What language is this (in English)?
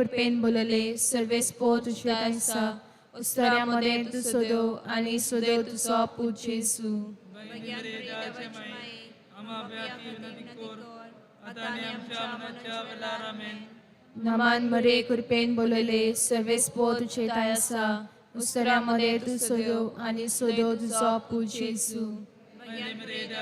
Konkani